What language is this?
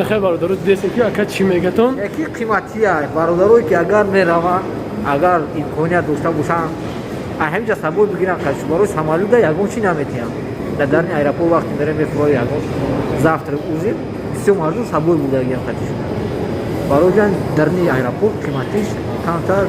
Tajik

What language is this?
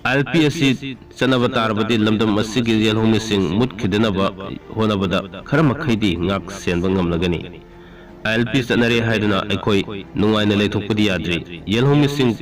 Manipuri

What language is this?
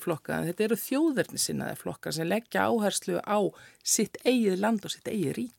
Icelandic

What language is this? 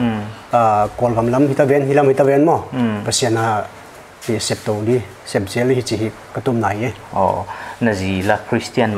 Paite Chin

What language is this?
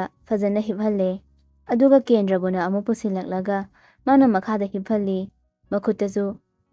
Manipuri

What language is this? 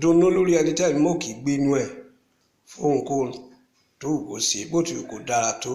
Yoruba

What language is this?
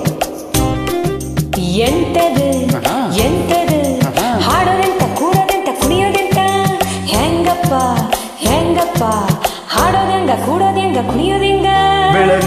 Kannada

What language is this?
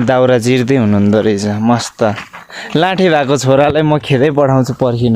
Nepali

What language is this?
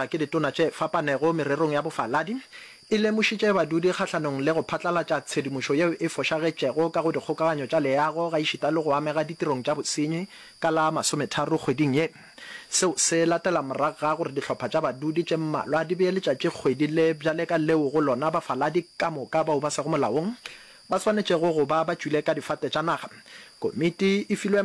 Northern Sotho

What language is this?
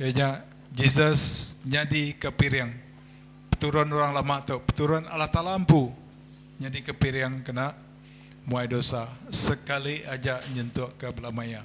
Iban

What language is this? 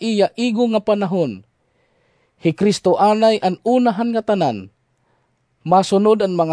Waray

